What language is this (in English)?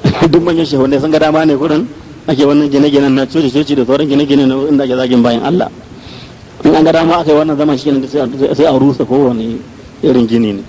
Hausa